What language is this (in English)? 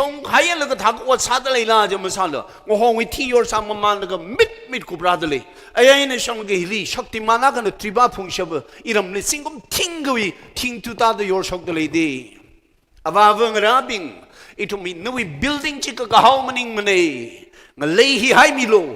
Tangkhul Naga (India)